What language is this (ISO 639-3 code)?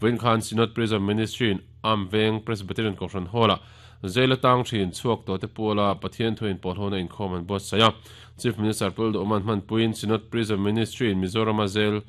lus